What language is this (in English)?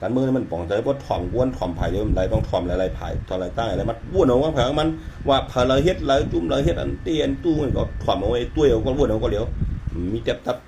Shan